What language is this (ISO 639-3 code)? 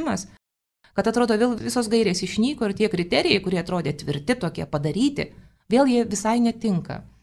lit